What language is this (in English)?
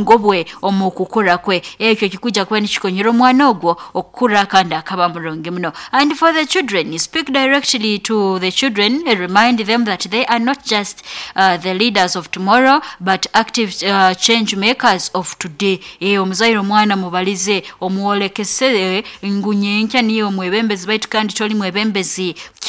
Nyoro